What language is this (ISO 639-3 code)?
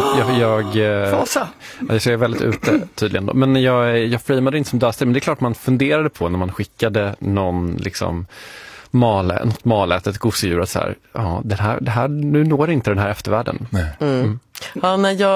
swe